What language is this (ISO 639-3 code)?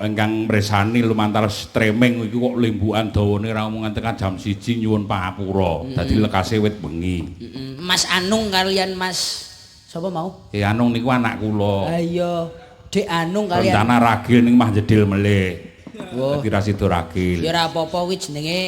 jav